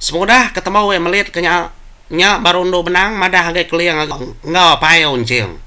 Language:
Iban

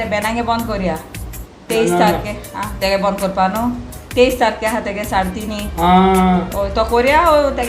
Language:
Konkani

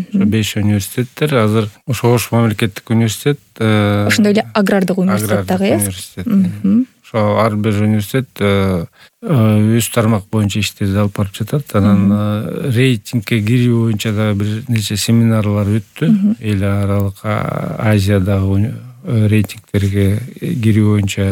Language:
Kyrgyz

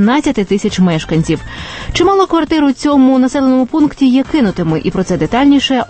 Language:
Ukrainian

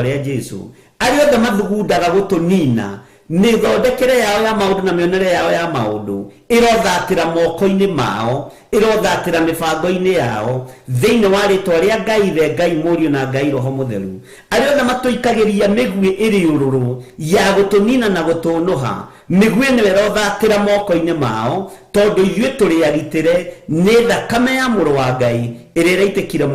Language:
Kikuyu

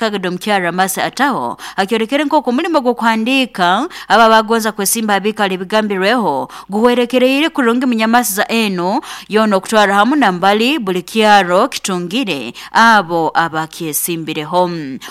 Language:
Nyoro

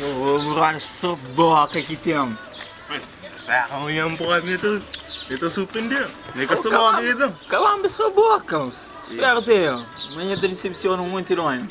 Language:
Kabuverdianu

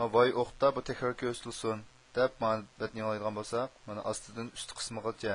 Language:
Uyghur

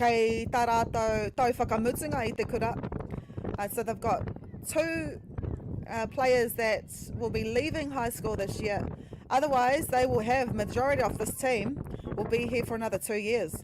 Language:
Māori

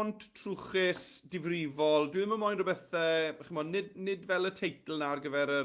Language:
Welsh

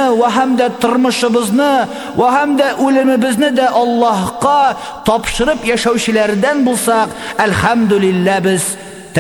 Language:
Tatar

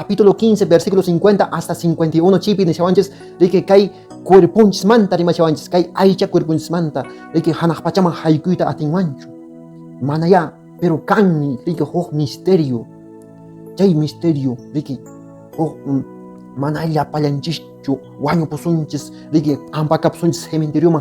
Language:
Quechua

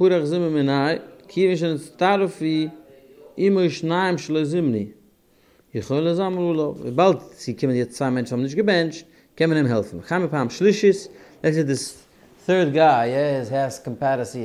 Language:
Yiddish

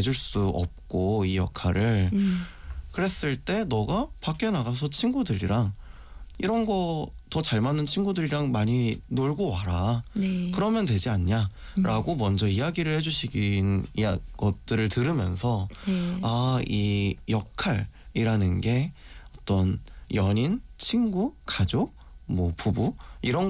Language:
Korean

